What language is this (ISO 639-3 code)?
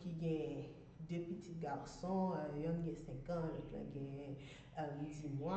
hat